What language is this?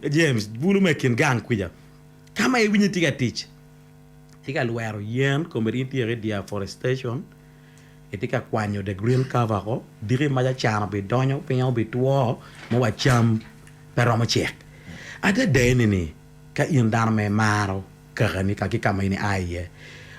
Acoli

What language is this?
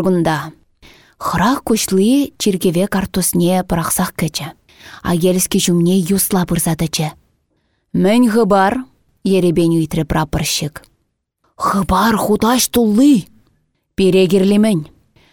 Chuvash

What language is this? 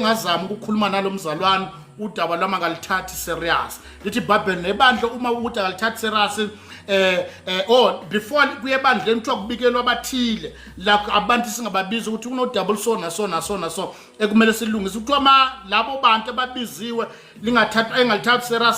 Zulu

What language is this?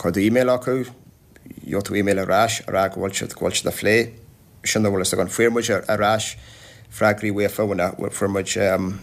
Irish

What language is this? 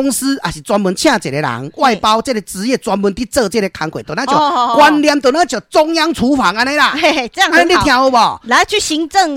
Min Nan Chinese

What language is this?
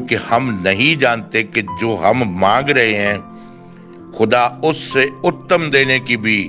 Urdu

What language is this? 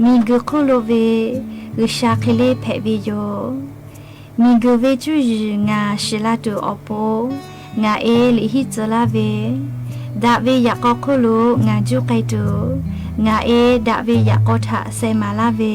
Lahu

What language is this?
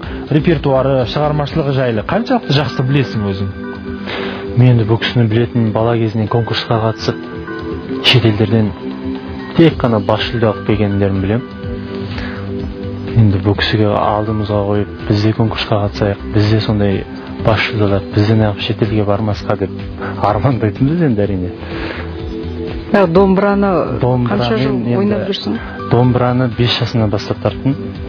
Kazakh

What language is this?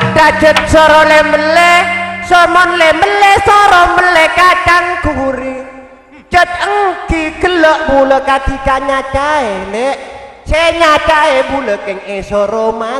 Madurese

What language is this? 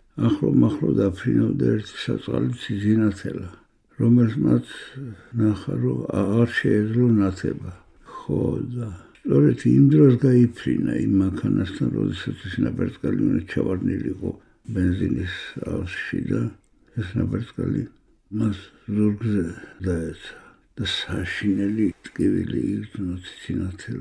Georgian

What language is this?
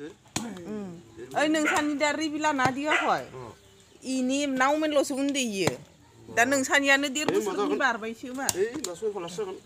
Bodo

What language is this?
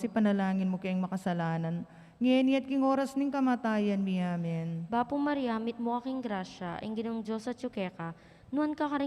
Pampanga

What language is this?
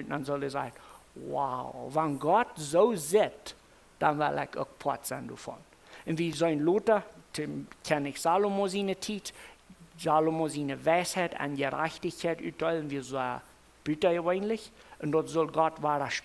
Plautdietsch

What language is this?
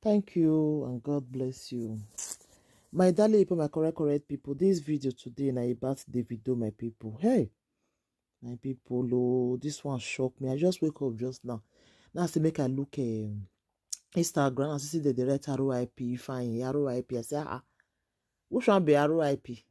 Nigerian Pidgin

